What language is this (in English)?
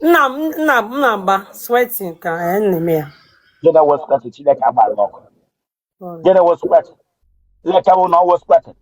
Igbo